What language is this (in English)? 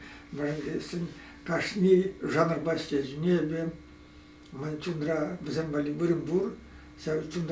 Chuvash